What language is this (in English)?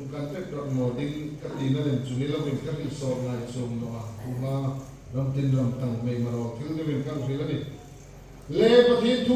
Hmar